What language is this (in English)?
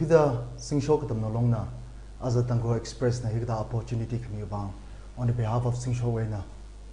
Tangkhul Naga (India)